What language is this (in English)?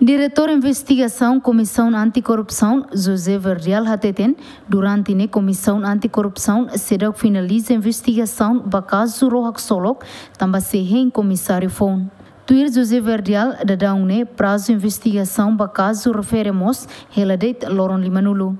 Tetum